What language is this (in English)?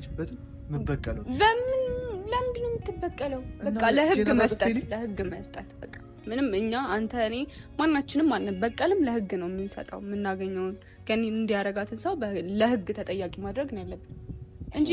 Amharic